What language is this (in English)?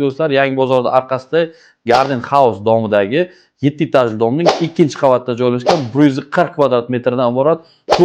Uzbek